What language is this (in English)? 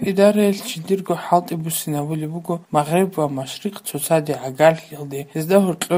Avaric